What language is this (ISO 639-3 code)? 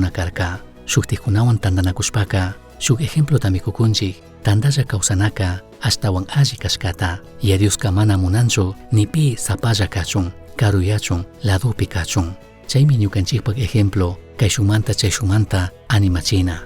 qug